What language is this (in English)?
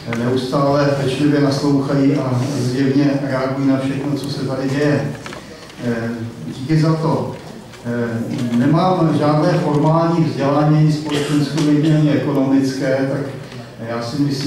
Czech